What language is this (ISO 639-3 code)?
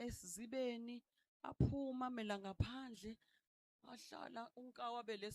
zul